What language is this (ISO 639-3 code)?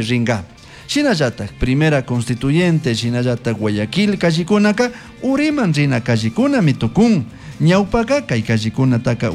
qug